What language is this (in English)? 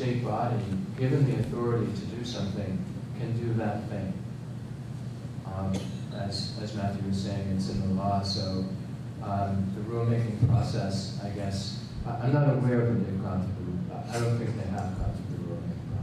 English